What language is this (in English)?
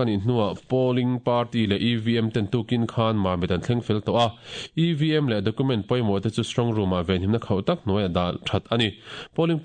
Mizo